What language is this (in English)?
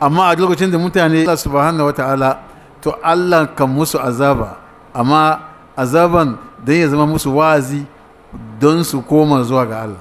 Hausa